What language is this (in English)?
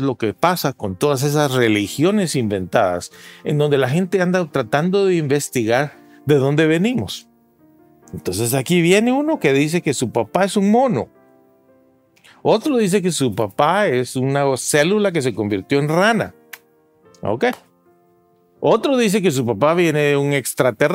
Spanish